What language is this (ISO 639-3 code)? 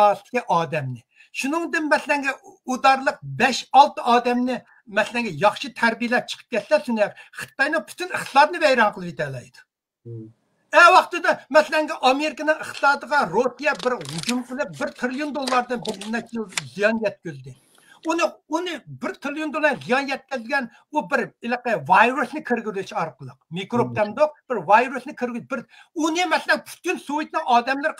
uig